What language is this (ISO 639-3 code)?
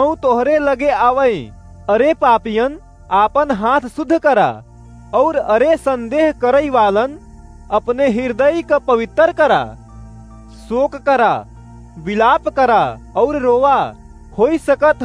awa